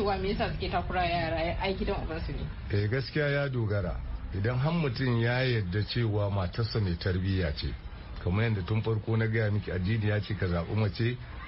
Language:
Hausa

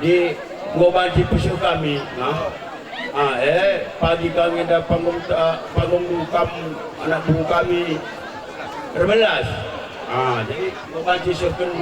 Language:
Batak Karo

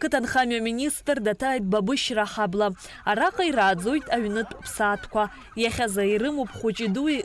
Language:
Abkhazian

